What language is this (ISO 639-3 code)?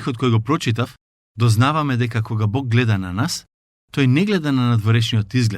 mkd